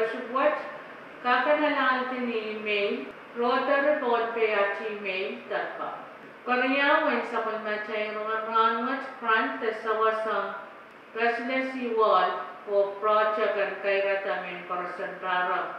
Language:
Pohnpeian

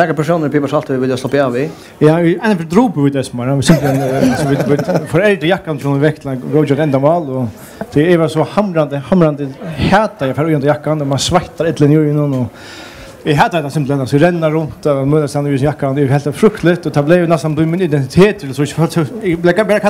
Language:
Faroese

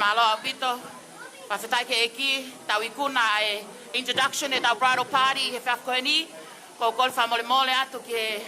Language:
Tongan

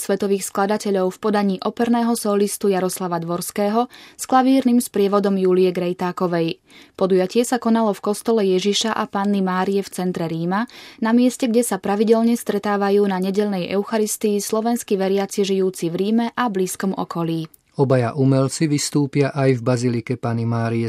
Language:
Slovak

